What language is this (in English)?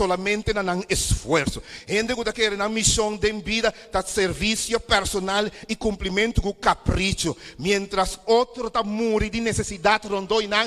Papiamento